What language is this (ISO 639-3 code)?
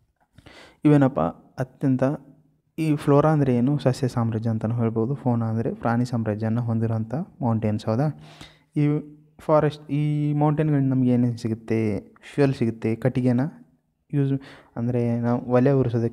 kan